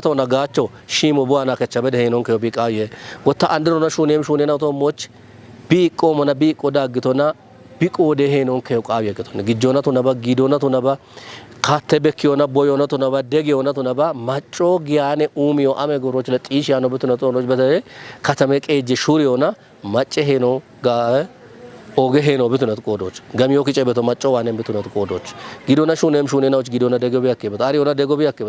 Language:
Kafa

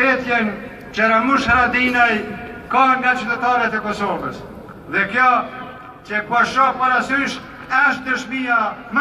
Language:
Albanian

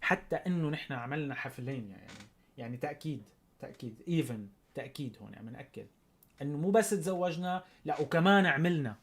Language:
North Levantine Arabic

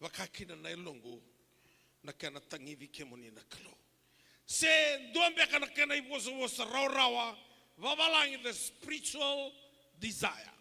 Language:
Fijian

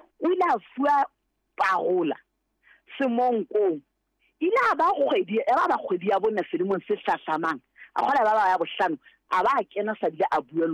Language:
Southern Sotho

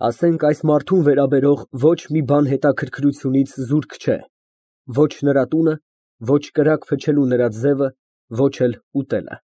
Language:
Armenian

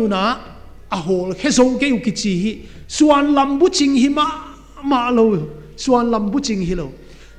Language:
Paite Chin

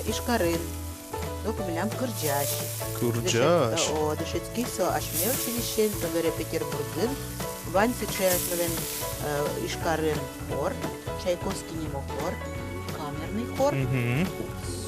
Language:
Udmurt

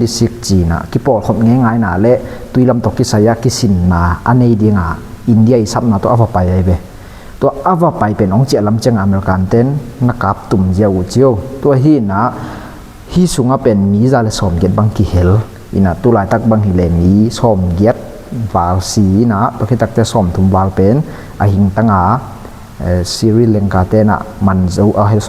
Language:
Tedim Chin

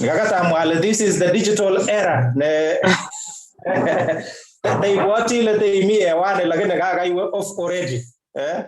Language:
Kalenjin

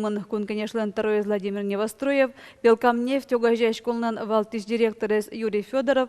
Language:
Udmurt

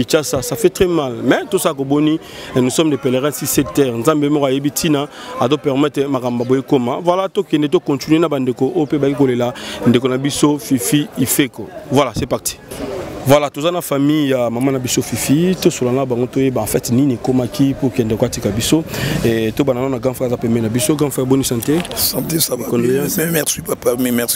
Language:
Lingala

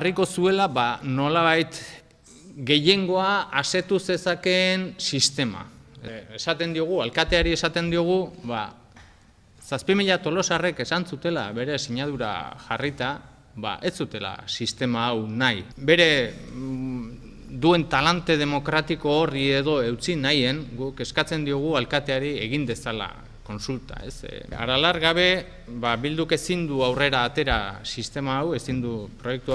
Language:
Basque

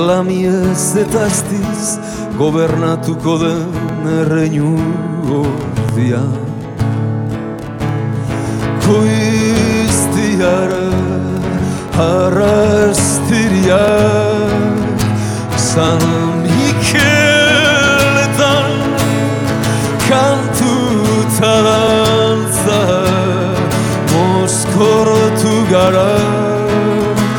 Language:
Basque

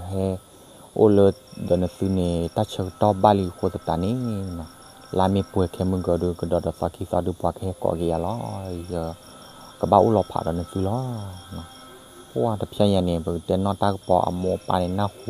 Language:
S'gaw Karen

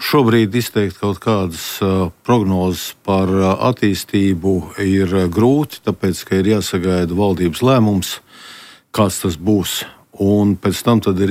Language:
Latvian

